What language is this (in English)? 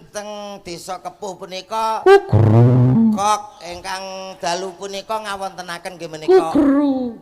Javanese